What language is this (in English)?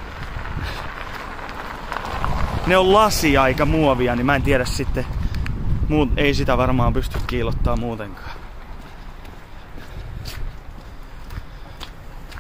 Finnish